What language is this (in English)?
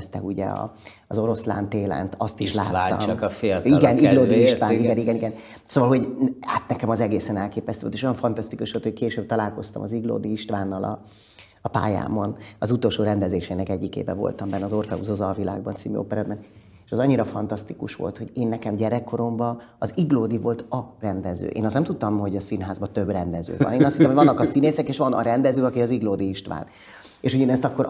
Hungarian